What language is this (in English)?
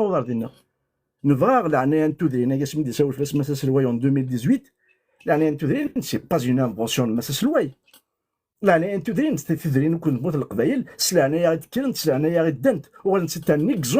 Kabyle